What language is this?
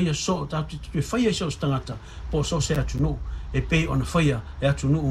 Samoan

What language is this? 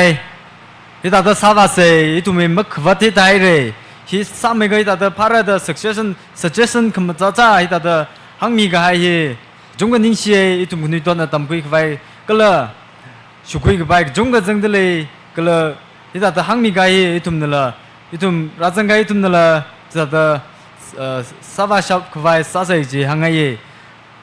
Tangkhul Naga (India)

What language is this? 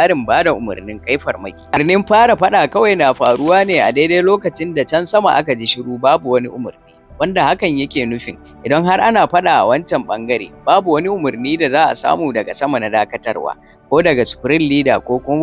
Hausa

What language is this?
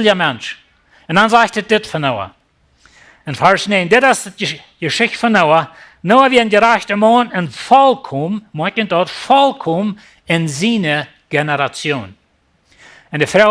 Plautdietsch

